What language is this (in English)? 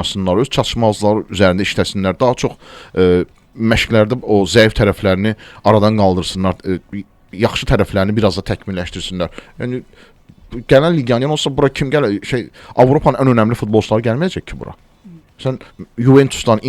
Azerbaijani